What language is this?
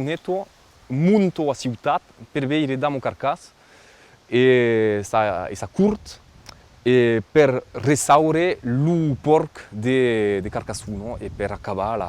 Occitan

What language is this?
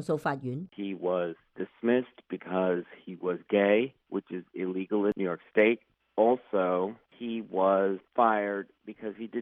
Cantonese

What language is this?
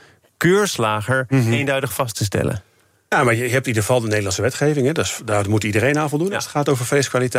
Dutch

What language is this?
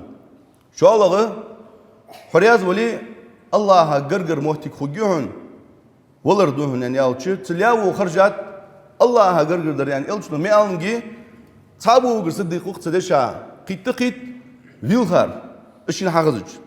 Ingush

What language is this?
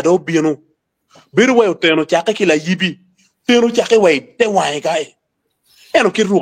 Acoli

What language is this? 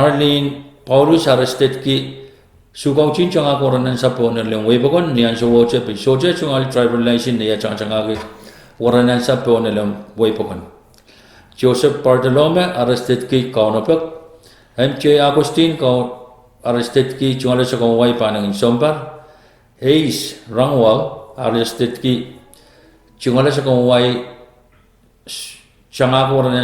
Pohnpeian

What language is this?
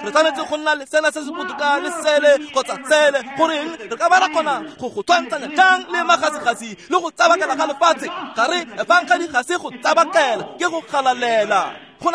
Tswana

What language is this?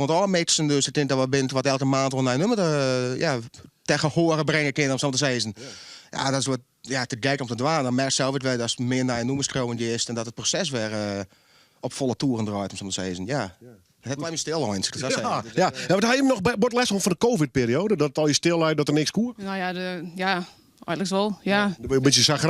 Western Frisian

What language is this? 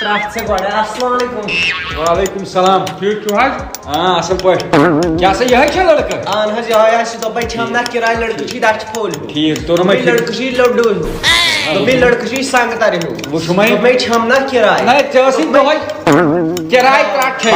Kashmiri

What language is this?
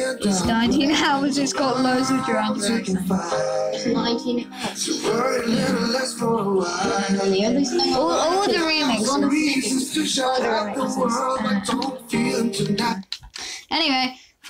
English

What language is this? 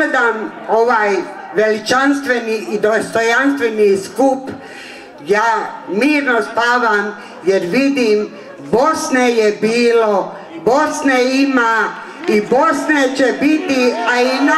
Bosnian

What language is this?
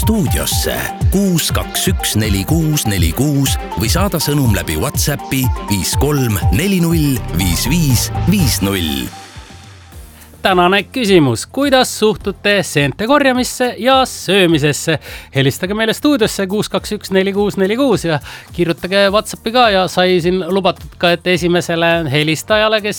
Estonian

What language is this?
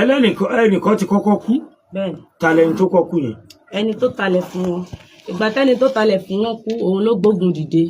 Yoruba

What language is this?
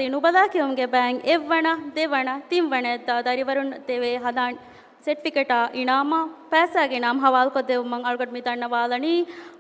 Divehi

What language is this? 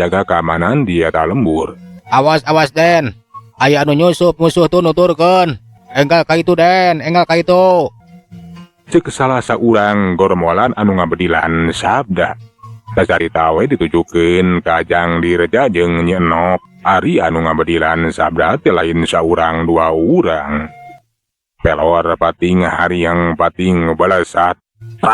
Sundanese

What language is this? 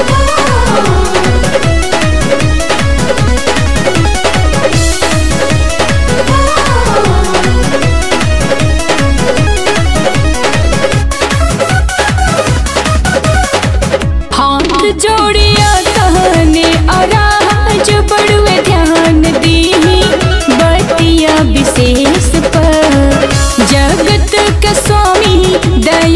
Bhojpuri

